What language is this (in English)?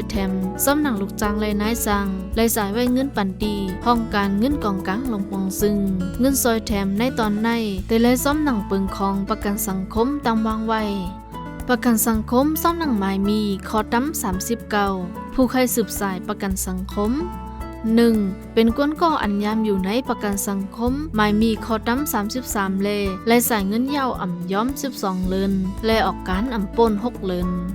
Shan